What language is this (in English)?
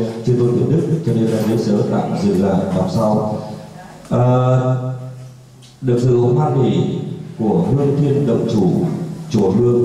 Vietnamese